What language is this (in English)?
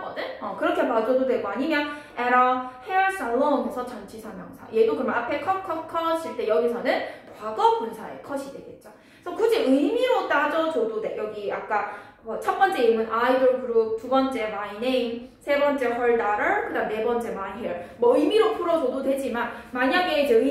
Korean